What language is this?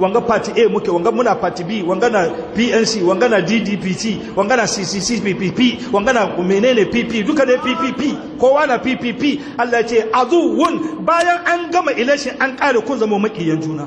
Hausa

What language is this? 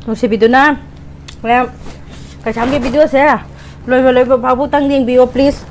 Manipuri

